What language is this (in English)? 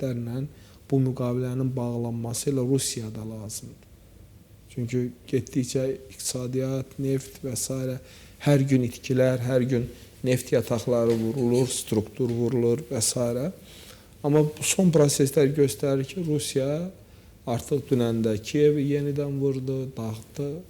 Azerbaijani